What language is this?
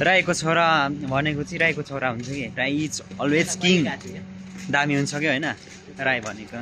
Nepali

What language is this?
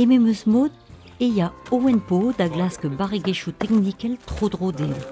Breton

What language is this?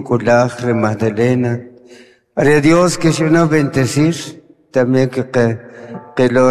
Kʼicheʼ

